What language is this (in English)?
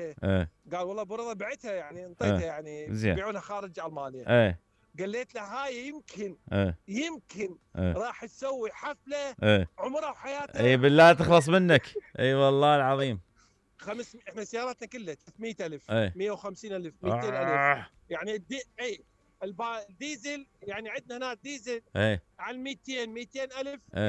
Mesopotamian Arabic